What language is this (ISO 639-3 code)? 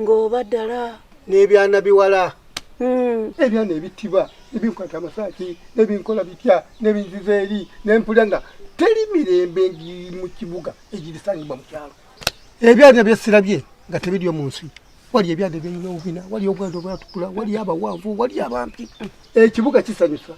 lug